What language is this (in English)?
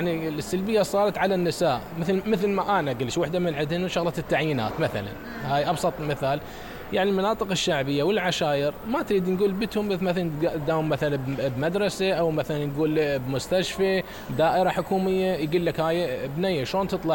Mesopotamian Arabic